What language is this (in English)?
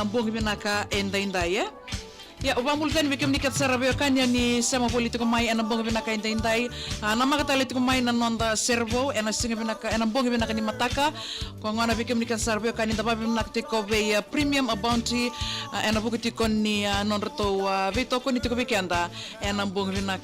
Fijian